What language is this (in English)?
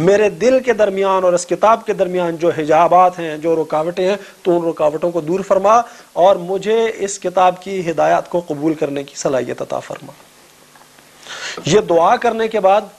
Urdu